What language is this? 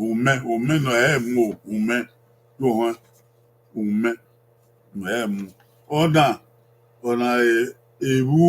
Bini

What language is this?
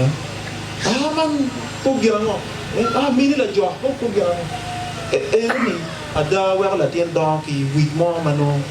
Acoli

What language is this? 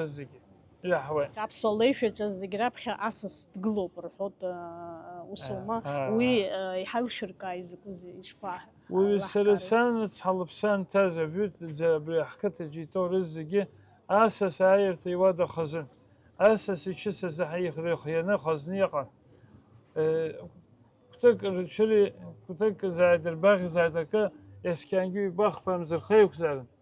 Abkhazian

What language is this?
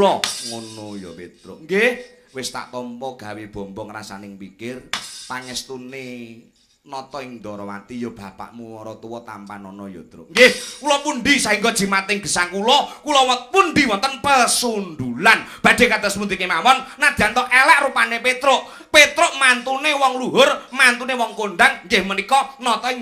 Javanese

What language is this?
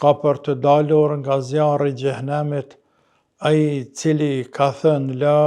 Albanian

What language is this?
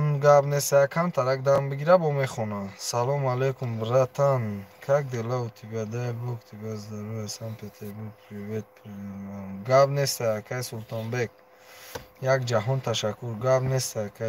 Tajik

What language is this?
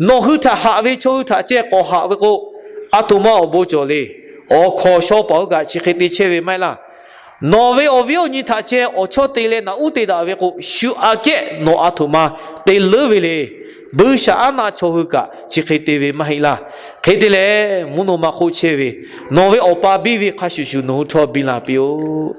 Lahu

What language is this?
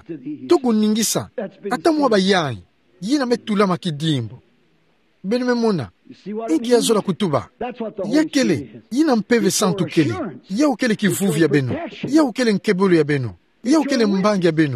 Kituba (Democratic Republic of Congo)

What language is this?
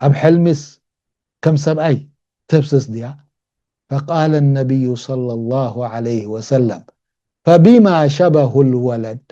Tigrinya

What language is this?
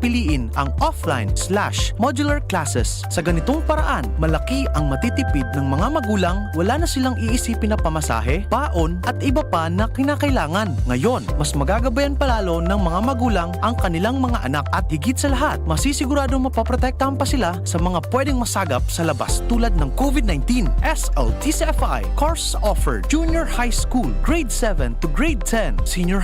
Bikol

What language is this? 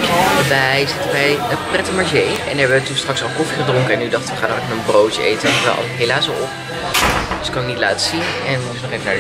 Dutch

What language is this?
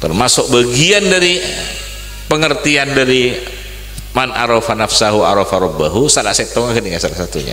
Madurese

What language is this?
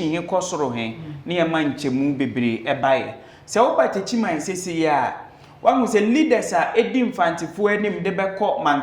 Akan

